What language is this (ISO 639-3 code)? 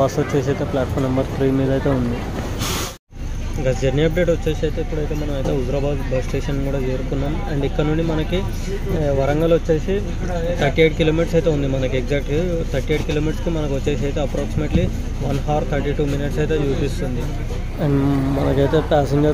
tel